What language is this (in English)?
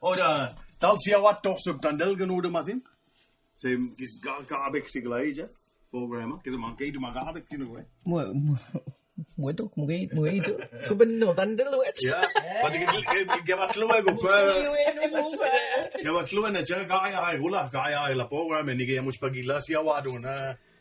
Mi'kmaw